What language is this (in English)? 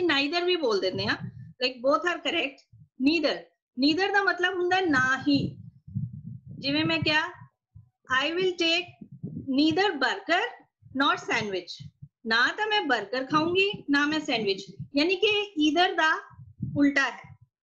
Punjabi